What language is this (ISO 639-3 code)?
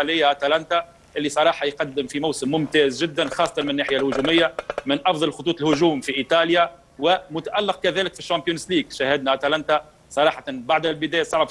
arz